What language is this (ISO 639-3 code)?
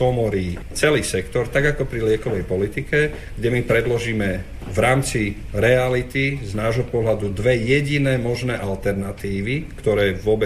slk